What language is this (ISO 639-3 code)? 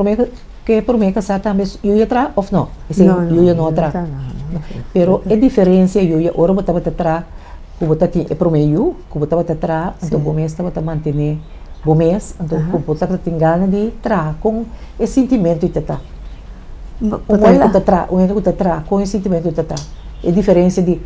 pap